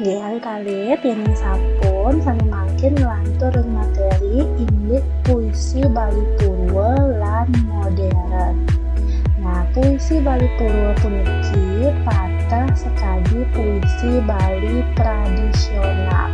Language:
Balinese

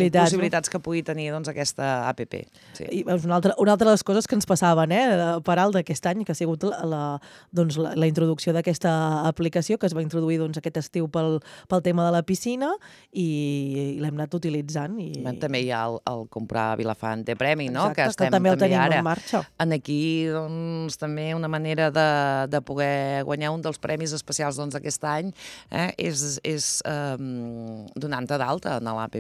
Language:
Catalan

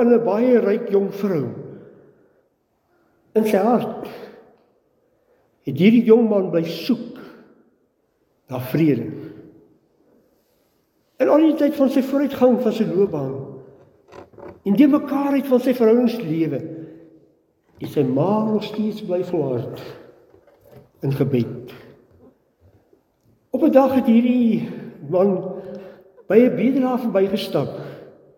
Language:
Afrikaans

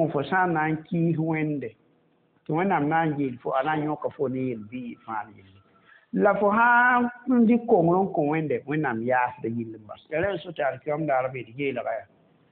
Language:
Mossi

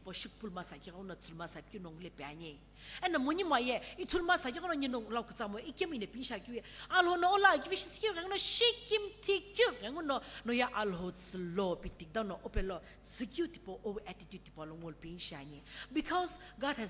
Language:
Sumi Naga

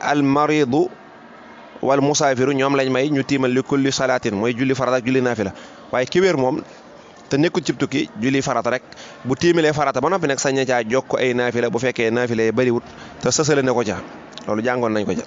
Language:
Wolof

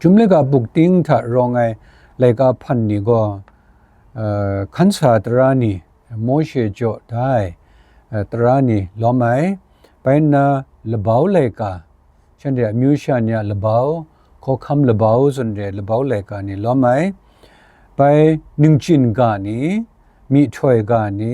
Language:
Kachin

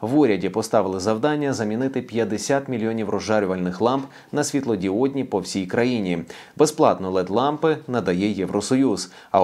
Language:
Ukrainian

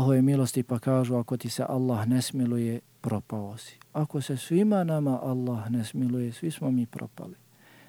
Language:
Bosnian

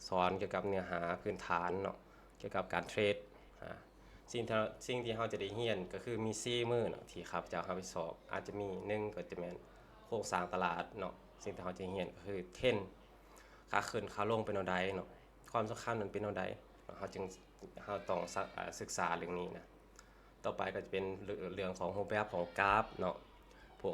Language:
Lao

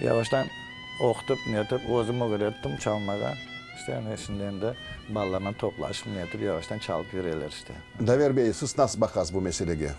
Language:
Crimean Tatar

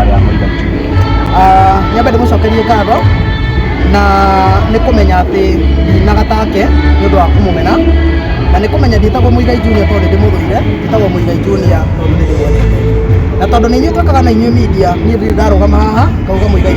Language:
Kikuyu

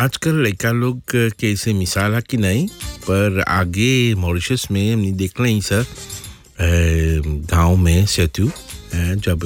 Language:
Bhojpuri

